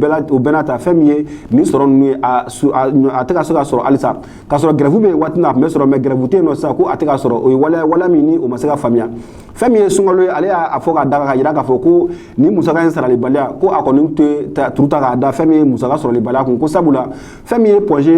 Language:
Bambara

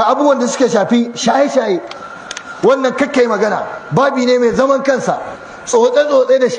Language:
Hausa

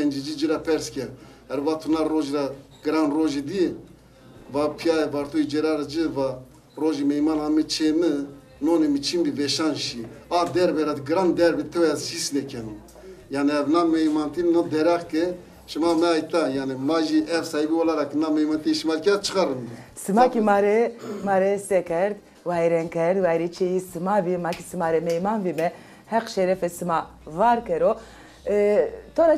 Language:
Zaza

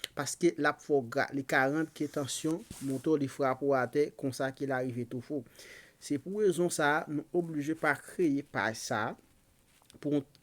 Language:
Haitian Creole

